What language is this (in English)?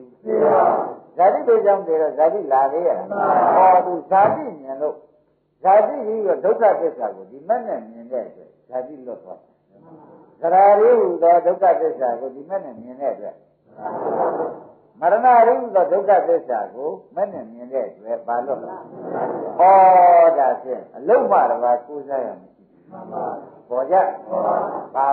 Burmese